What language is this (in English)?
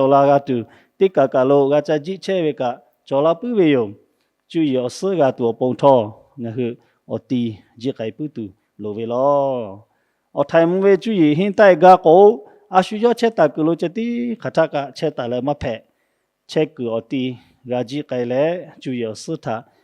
Lahu